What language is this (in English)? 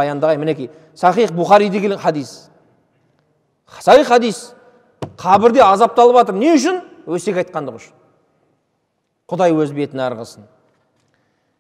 Kazakh